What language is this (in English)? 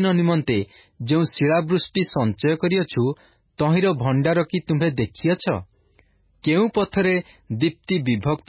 Odia